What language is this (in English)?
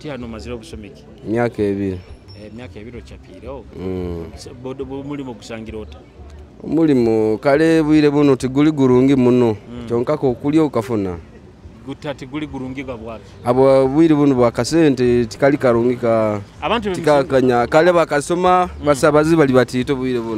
Tooro